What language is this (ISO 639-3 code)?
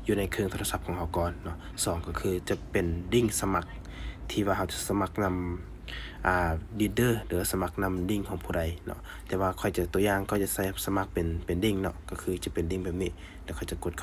lao